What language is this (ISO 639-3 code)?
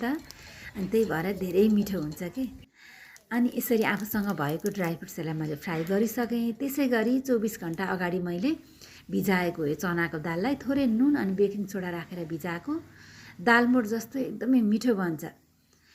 nep